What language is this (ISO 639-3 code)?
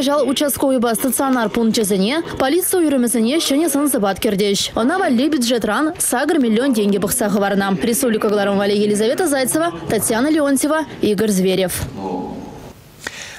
chv